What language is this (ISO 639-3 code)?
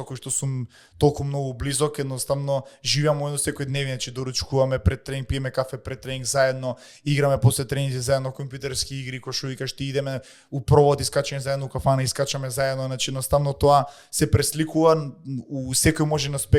mkd